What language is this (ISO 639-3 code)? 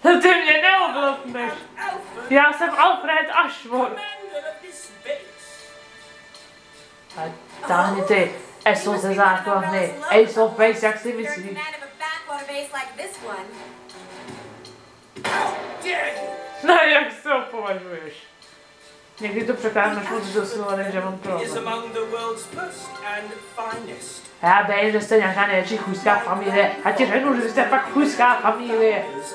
ces